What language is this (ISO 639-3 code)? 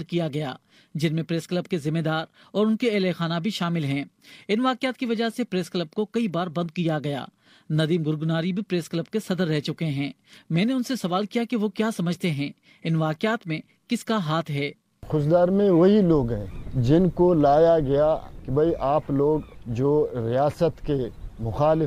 urd